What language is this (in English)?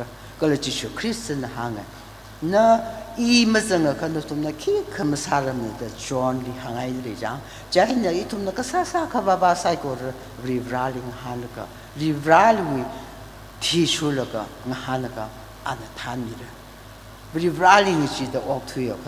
Tangkhul Naga (India)